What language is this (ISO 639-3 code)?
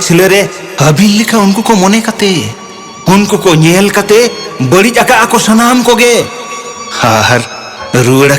sat